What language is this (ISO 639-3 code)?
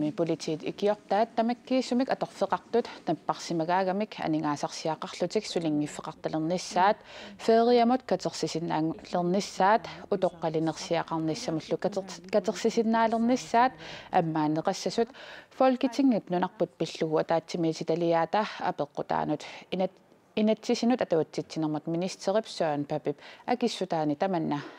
kal